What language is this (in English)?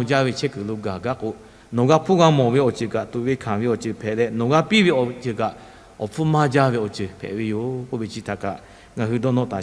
Lahu